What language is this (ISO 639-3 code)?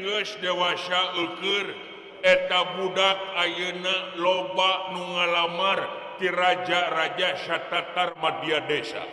sun